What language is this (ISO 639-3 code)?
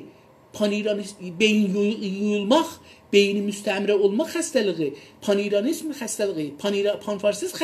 azb